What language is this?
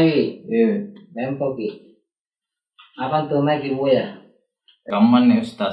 Makasar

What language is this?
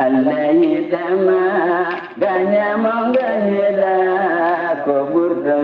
Fula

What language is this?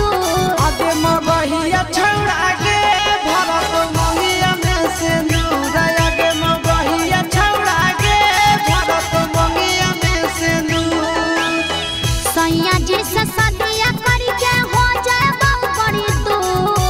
Magahi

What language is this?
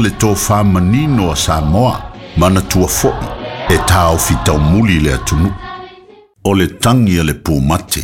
Samoan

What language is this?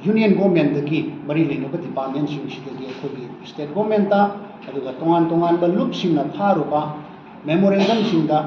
Manipuri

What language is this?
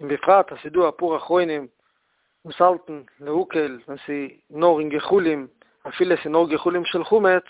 Yiddish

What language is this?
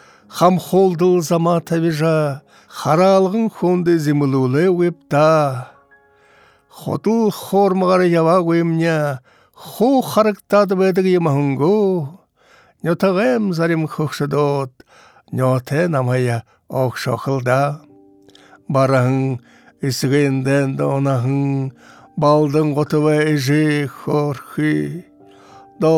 Buriat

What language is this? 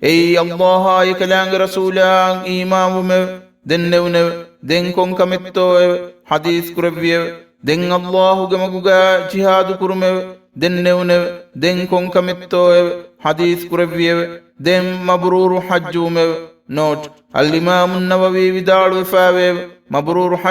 Divehi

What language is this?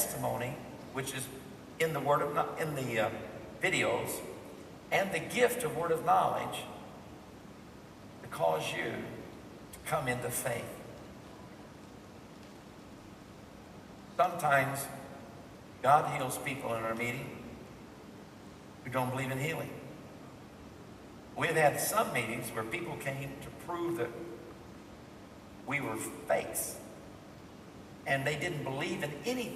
English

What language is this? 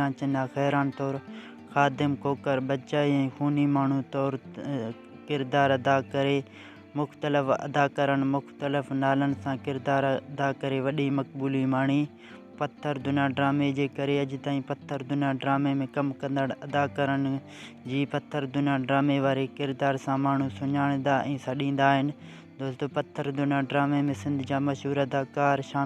Sindhi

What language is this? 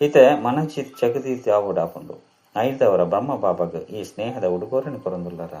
Tulu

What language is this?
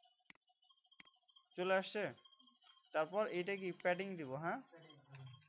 Bangla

